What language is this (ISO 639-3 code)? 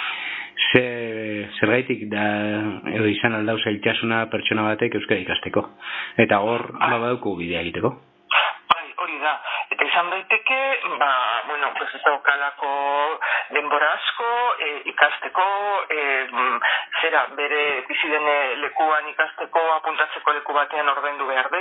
eus